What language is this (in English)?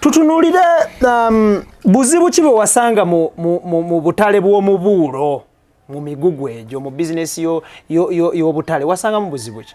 Ganda